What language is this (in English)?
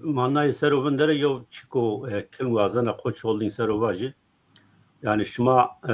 Zaza